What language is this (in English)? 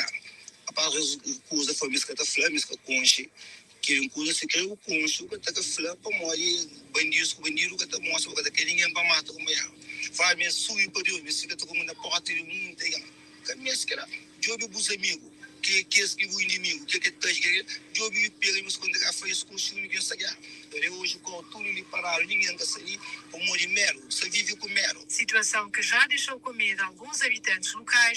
Kabuverdianu